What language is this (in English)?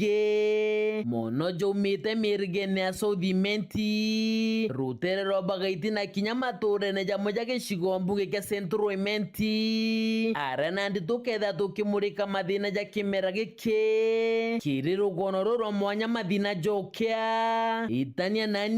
Meru